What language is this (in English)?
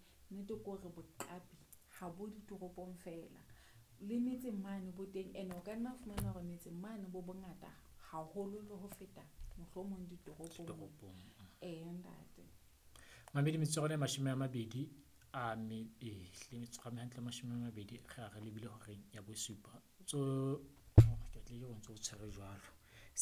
Southern Sotho